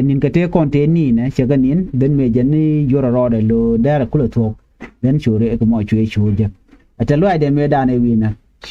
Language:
Nuer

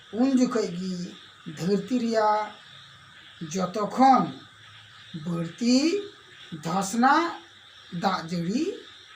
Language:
Santali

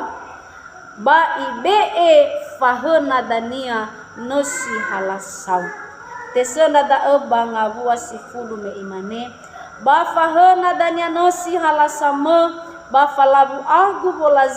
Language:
Nias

